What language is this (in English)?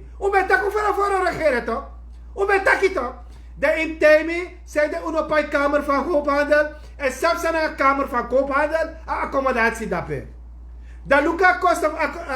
Sranan Tongo